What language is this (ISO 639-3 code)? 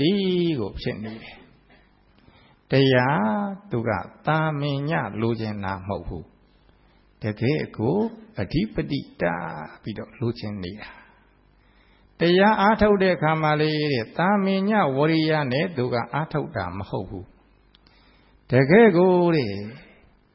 mya